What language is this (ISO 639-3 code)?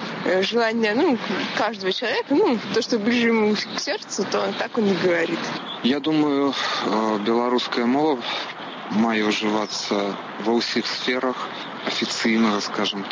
bel